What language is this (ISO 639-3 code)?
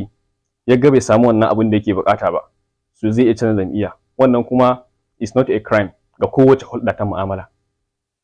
hau